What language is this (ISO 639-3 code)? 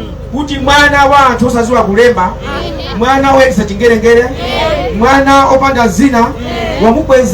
nya